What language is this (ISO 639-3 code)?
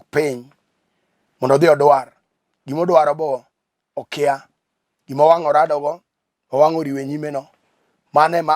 luo